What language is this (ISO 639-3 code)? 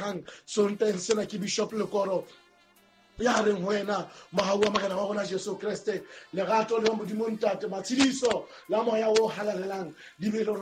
sot